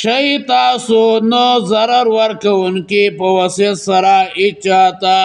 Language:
Pashto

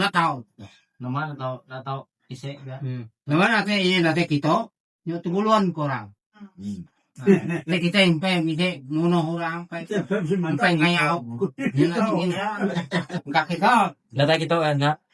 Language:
Iban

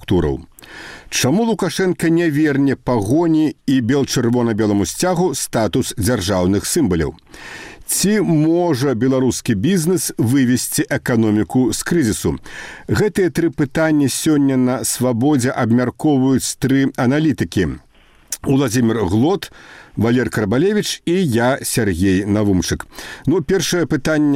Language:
Belarusian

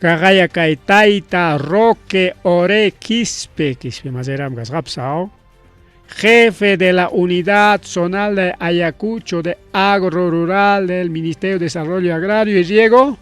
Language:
Ayacucho Quechua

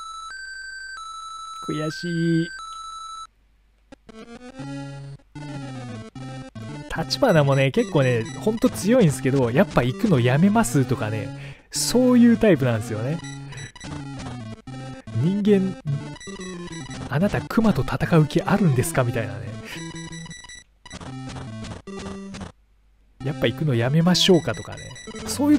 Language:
Japanese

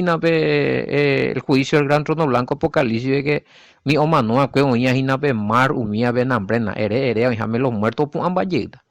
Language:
Guarani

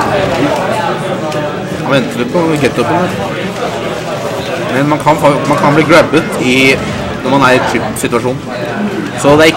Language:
Norwegian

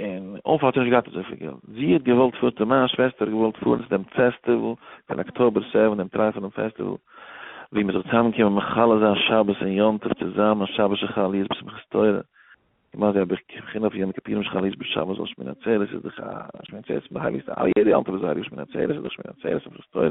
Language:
Yiddish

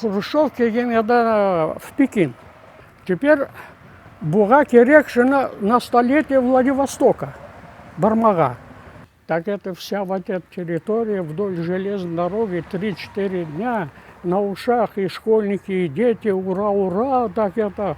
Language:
Crimean Tatar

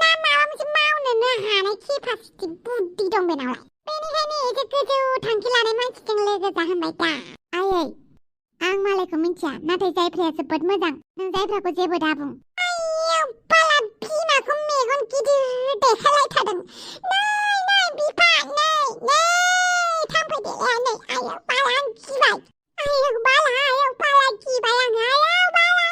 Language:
Bodo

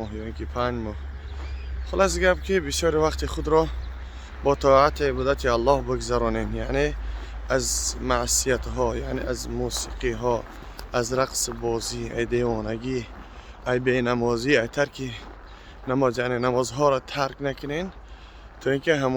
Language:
Tajik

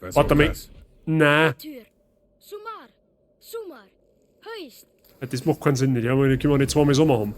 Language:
Bavarian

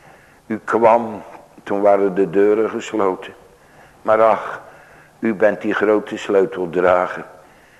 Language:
Dutch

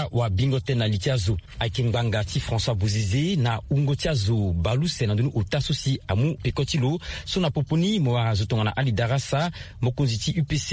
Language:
Sango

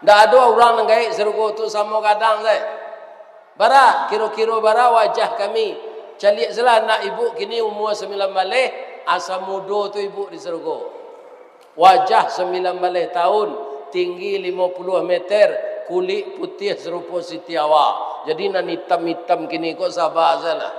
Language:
Minangkabau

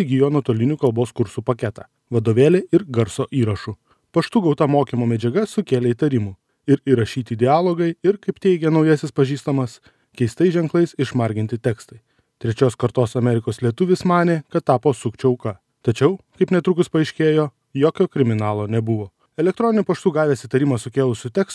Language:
Lithuanian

